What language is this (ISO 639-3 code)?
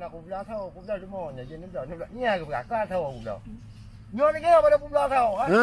ace